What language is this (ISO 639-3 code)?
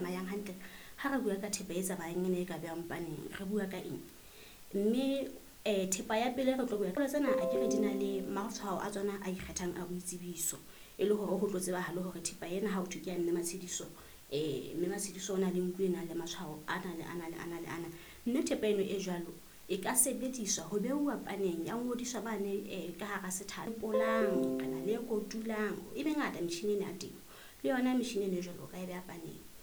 sot